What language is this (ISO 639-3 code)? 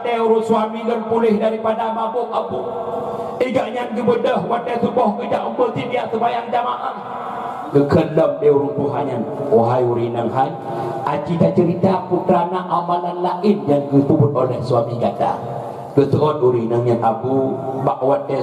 ace